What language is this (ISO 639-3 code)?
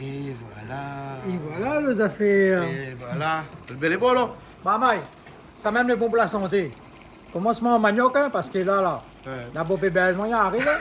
rcf